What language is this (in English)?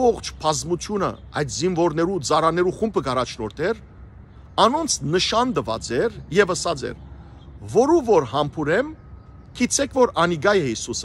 Western Armenian